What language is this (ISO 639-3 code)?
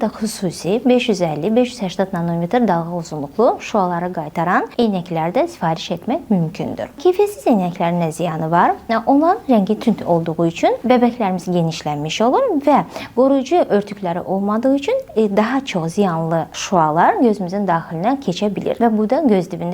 aze